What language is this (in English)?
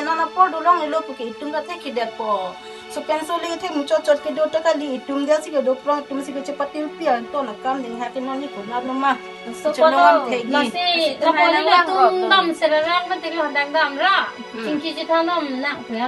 Karbi